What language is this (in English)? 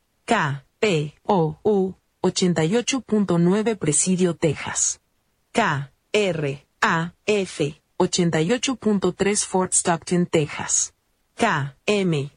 Spanish